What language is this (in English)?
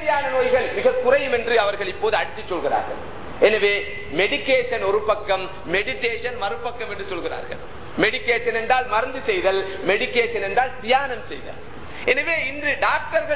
Tamil